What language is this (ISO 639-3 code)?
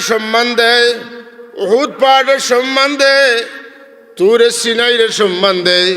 syl